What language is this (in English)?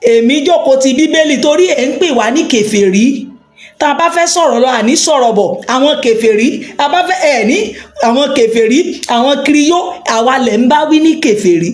Yoruba